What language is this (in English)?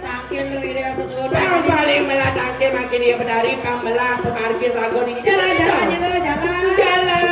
Balinese